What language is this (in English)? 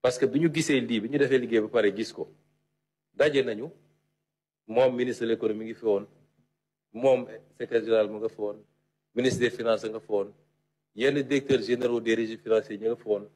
Wolof